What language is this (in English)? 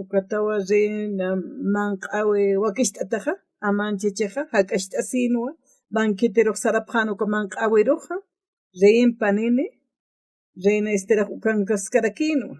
Aymara